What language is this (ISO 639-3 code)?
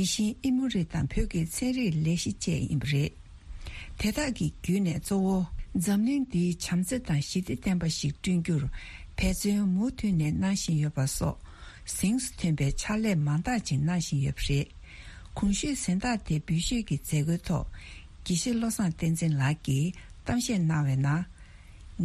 bod